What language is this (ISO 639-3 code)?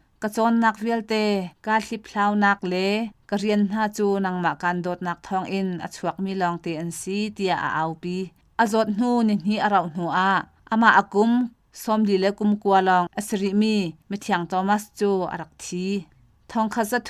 cnh